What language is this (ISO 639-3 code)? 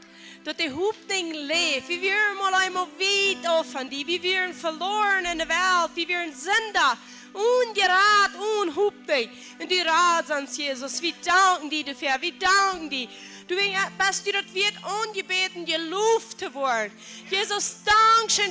pdt